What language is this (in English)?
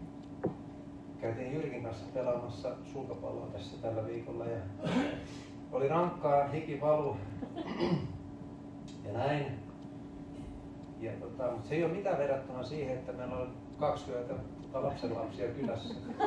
Finnish